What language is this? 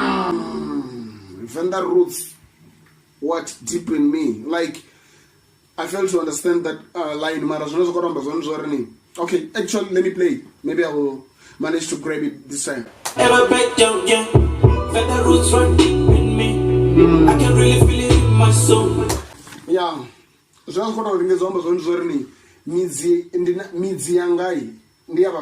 Venda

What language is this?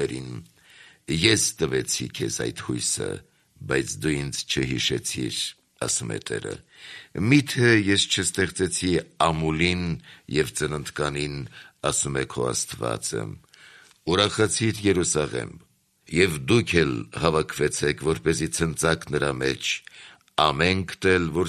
Armenian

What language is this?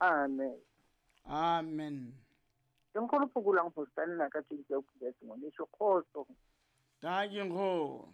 Southern Sotho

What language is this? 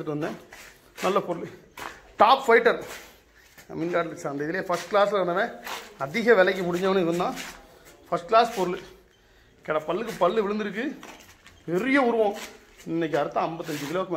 Tamil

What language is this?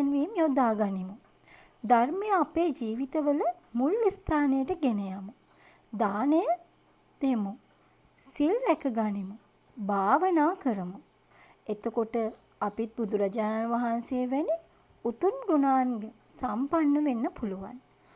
Sinhala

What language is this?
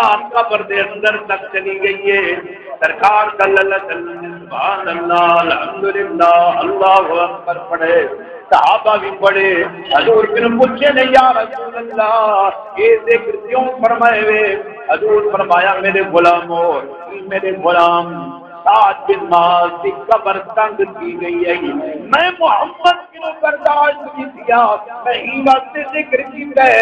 Saraiki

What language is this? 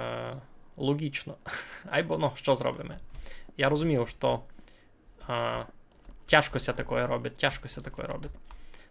Rusyn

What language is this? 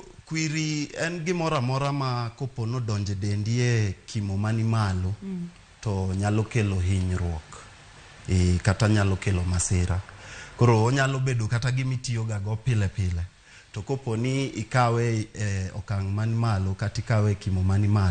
Luo (Kenya and Tanzania)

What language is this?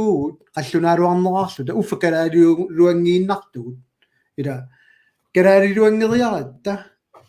Kalaallisut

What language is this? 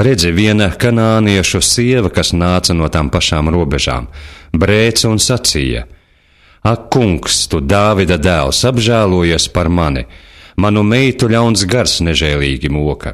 Latvian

